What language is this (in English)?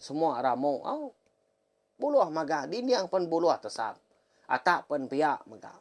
Iban